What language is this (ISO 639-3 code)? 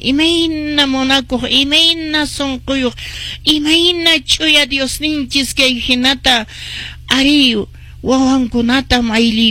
que